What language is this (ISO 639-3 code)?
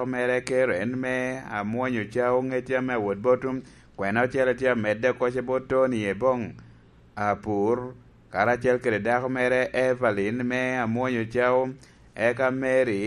laj